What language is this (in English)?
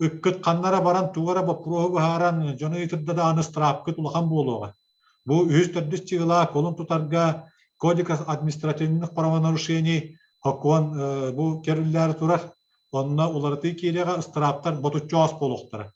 Yakut